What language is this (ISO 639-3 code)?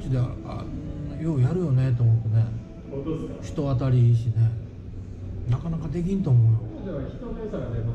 jpn